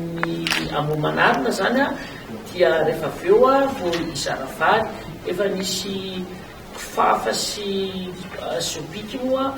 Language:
Malagasy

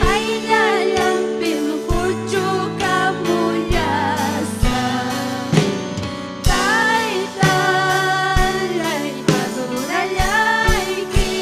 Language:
Ayacucho Quechua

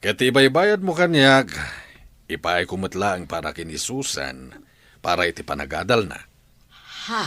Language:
Iloko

